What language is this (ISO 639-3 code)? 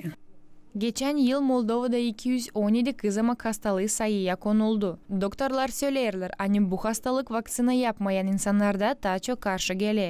gag